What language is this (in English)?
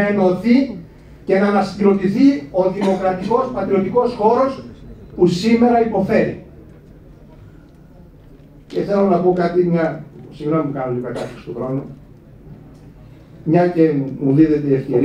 Greek